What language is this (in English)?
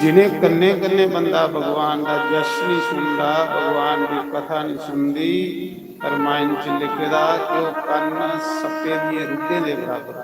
Dogri